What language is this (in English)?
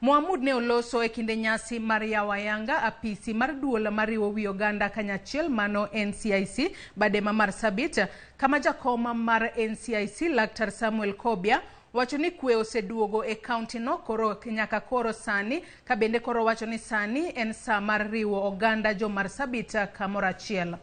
Luo (Kenya and Tanzania)